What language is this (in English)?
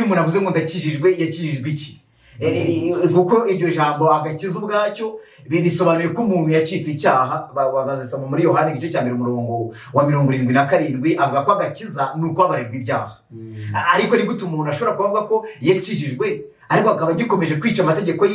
Kinyarwanda